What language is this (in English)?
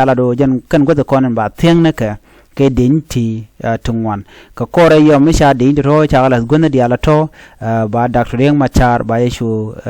Nuer